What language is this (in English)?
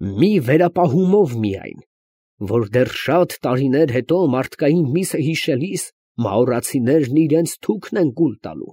Armenian